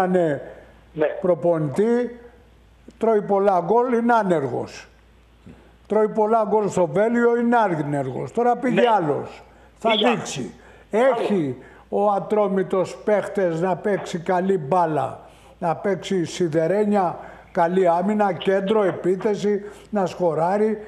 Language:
Greek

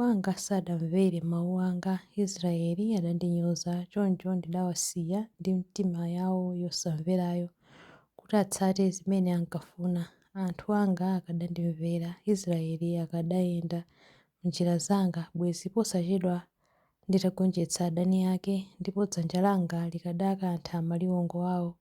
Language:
Nyanja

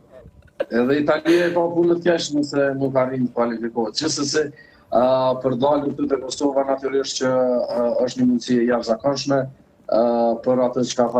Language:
Albanian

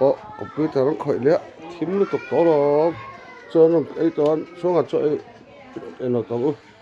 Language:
Mizo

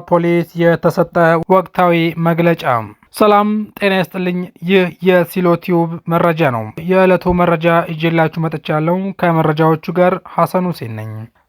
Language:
Amharic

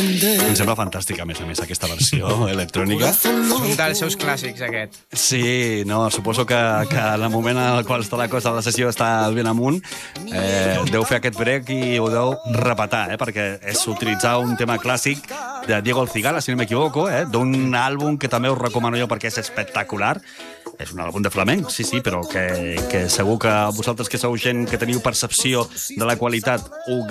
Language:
Catalan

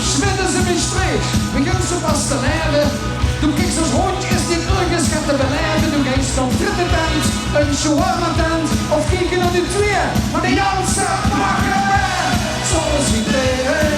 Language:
Limburgish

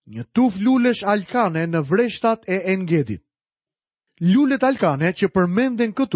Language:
Albanian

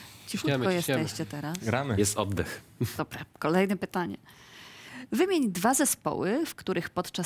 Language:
Polish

